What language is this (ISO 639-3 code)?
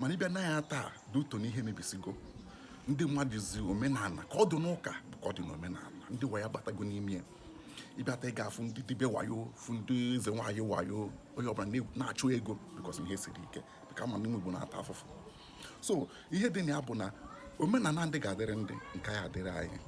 ibo